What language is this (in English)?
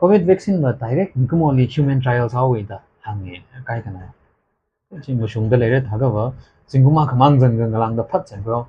Tangkhul Naga (India)